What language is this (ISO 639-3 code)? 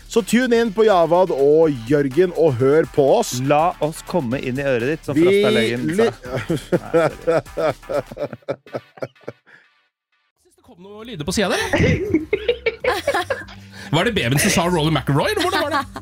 nor